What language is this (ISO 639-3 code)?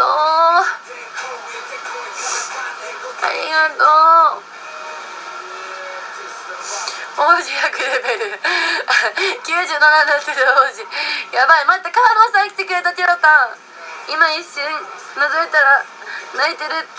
jpn